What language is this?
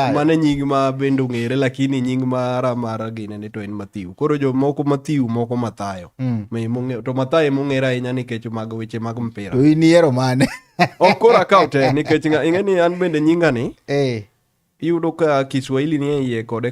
Luo (Kenya and Tanzania)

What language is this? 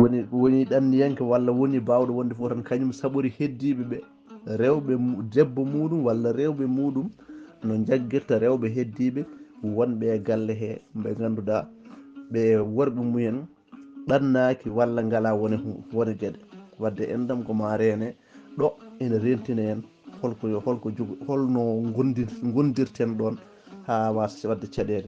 Fula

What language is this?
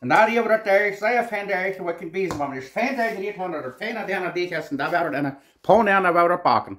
Plautdietsch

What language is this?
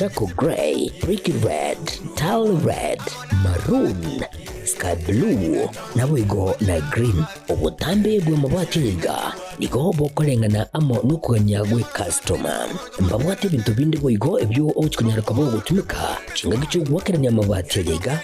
Gusii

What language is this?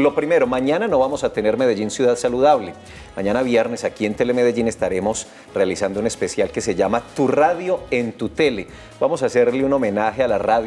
Spanish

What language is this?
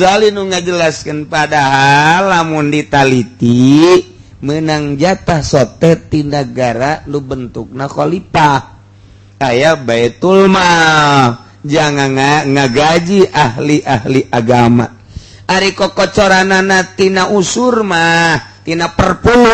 Sundanese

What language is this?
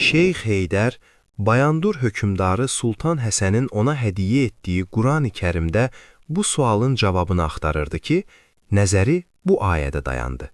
Azerbaijani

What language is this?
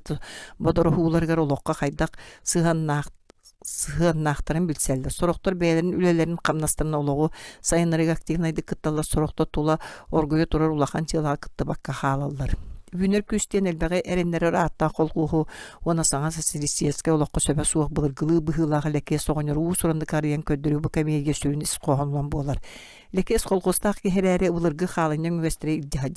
Yakut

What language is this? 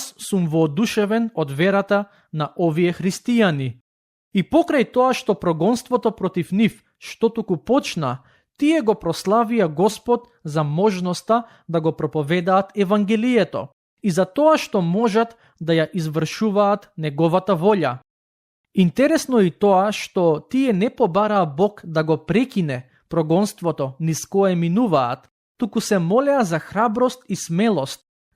Macedonian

